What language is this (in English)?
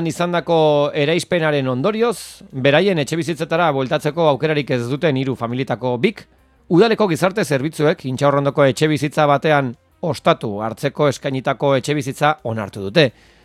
Basque